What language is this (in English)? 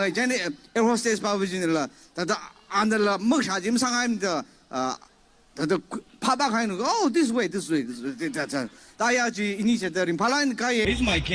Tangkhul Naga (India)